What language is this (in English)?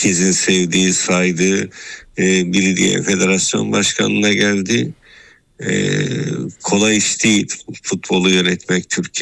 Turkish